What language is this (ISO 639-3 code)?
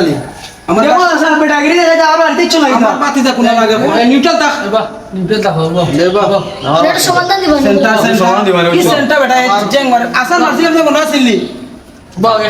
syl